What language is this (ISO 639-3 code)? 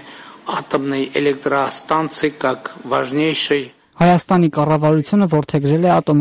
hye